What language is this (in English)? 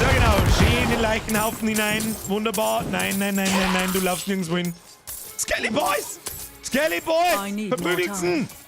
Bavarian